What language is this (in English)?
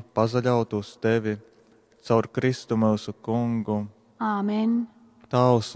Latgalian